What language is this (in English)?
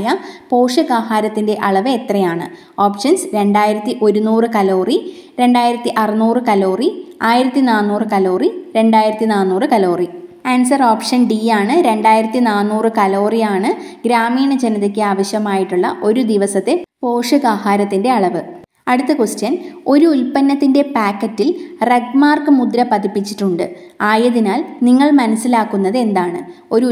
Malayalam